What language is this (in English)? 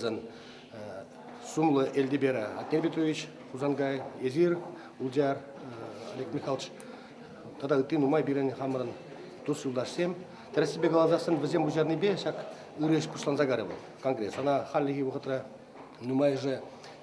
Chuvash